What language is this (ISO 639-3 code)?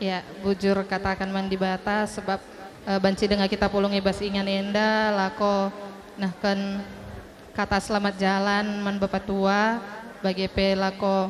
btx